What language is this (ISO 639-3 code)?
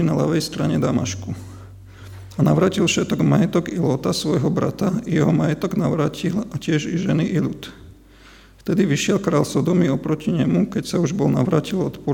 slk